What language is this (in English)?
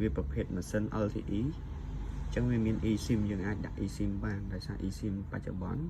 Khmer